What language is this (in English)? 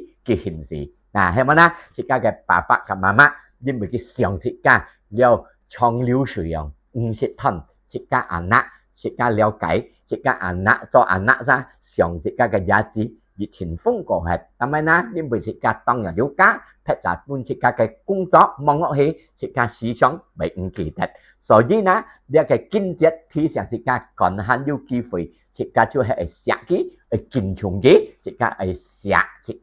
Hakka Chinese